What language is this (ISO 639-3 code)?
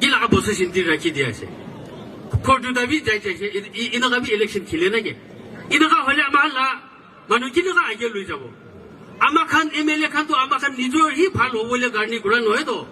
nag